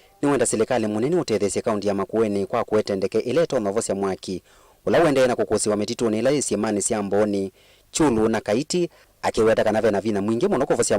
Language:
Kamba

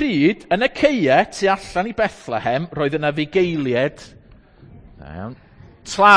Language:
Welsh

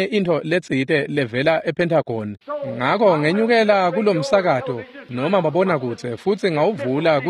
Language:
Swati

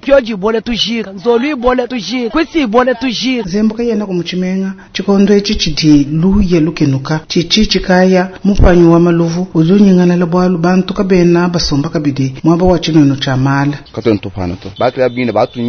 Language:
Luba-Lulua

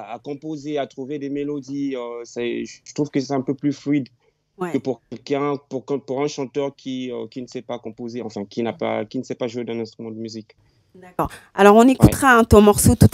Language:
French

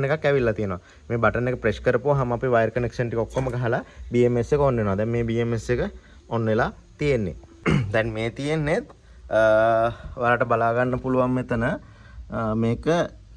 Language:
Sinhala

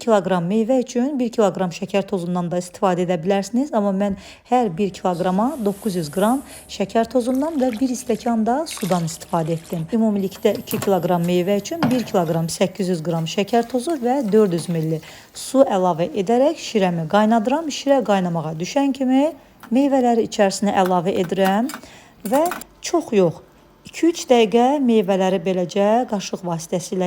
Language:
Azerbaijani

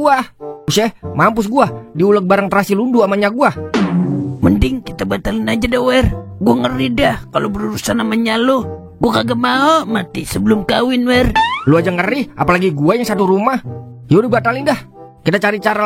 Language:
Betawi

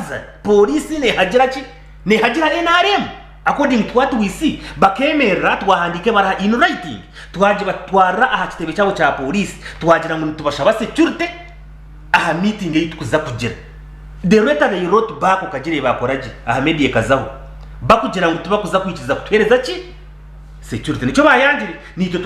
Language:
Nyankole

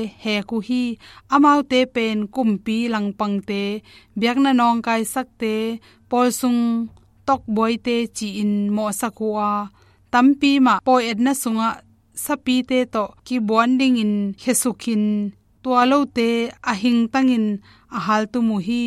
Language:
Tedim Chin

